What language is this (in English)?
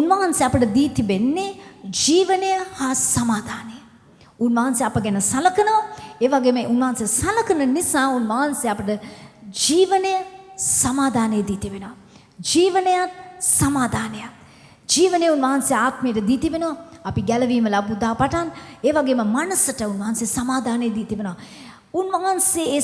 Sinhala